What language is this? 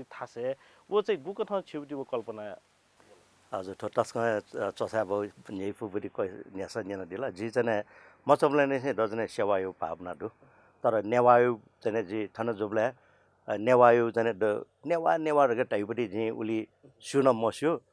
Newari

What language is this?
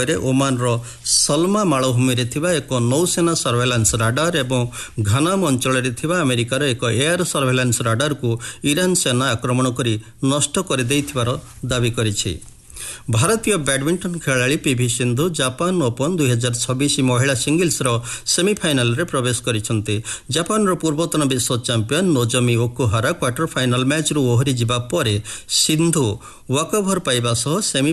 Odia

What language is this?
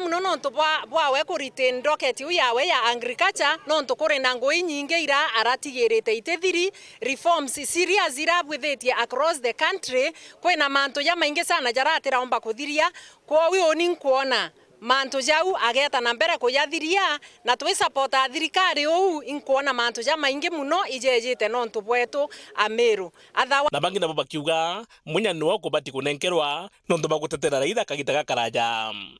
Meru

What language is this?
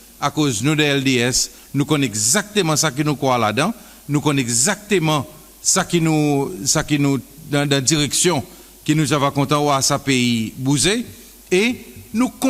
Seselwa Creole French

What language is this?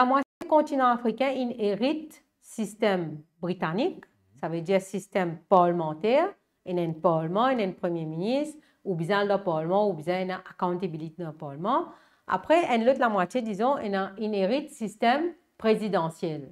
Morisyen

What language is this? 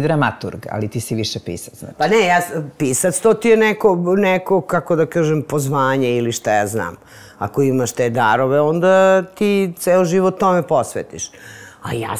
Serbian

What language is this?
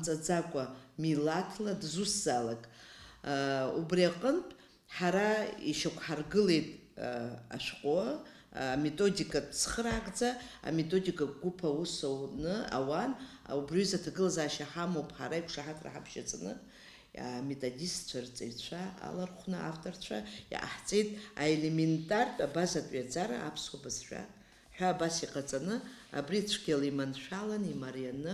Abkhazian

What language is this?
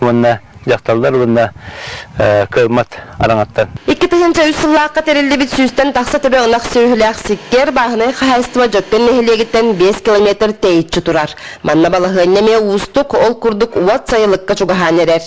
Yakut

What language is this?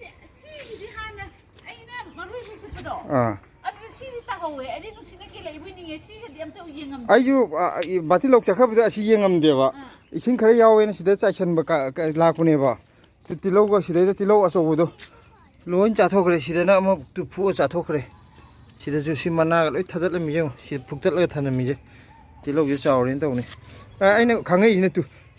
Manipuri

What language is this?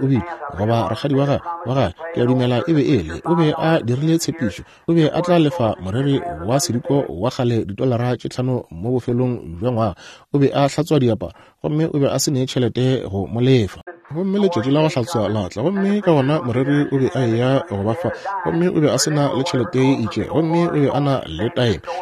Northern Sotho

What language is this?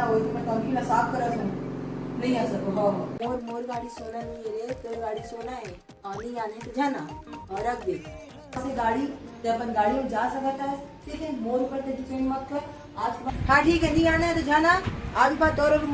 Chhattisgarhi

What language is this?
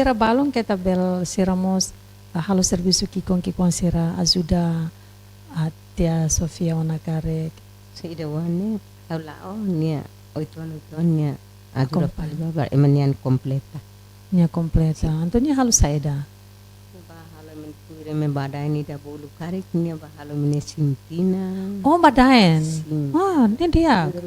Tetum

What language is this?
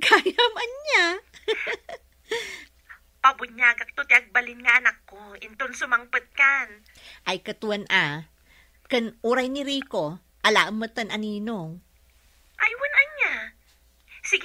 Iloko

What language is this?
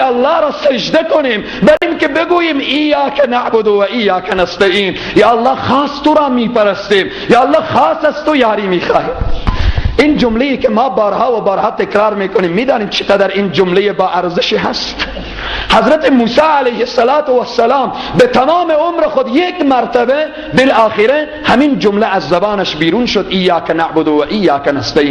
Persian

